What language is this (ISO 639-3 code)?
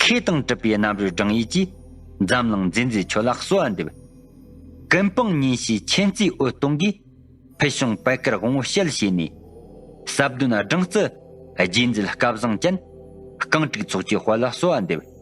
bod